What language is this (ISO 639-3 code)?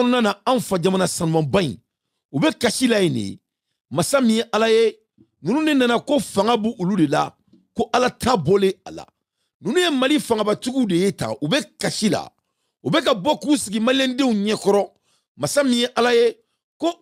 bam